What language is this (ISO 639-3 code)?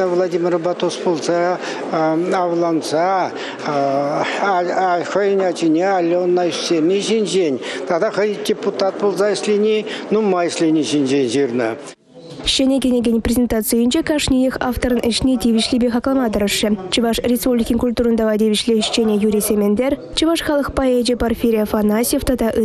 chv